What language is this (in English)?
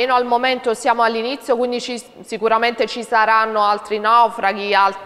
Italian